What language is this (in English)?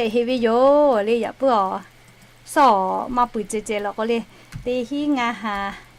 Lahu